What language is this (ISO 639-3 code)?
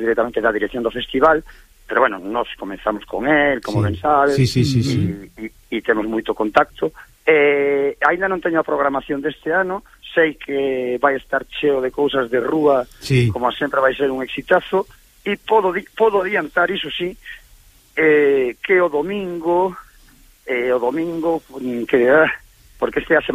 glg